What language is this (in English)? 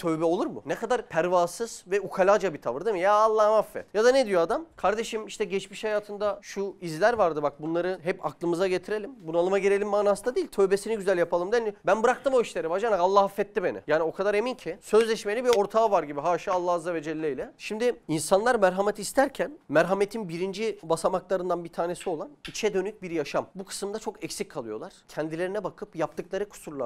Turkish